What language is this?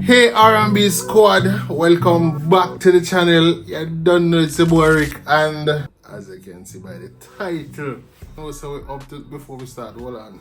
Jamaican Creole English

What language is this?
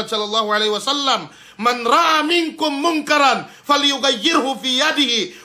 Yakan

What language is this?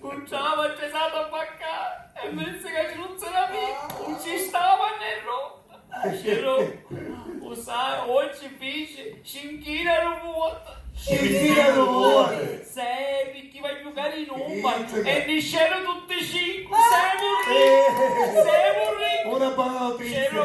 Sicilian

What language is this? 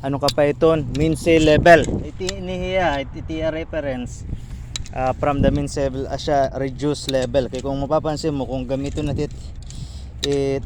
Waray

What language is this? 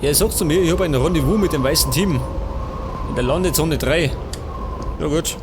Bavarian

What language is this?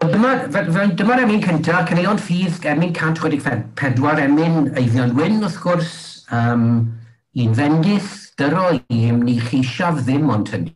Welsh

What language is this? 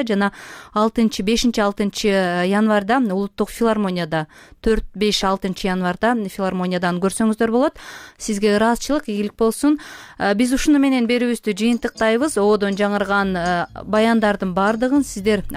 Kyrgyz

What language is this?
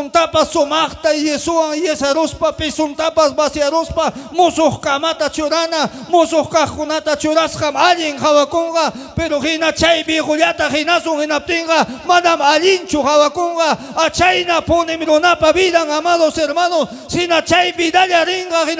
Ayacucho Quechua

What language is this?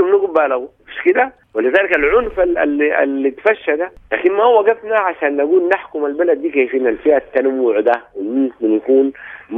Sudanese Arabic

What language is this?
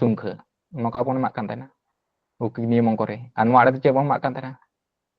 Santali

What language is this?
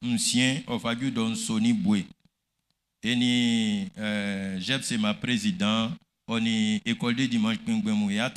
Baoulé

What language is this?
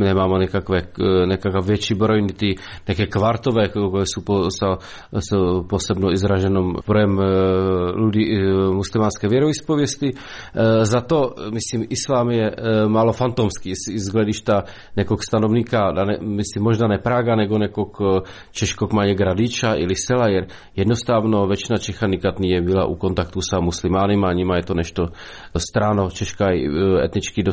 Croatian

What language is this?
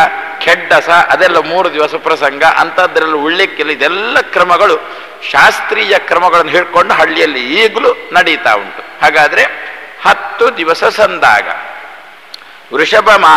Kannada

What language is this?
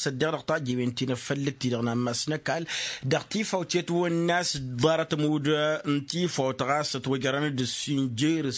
Tamasheq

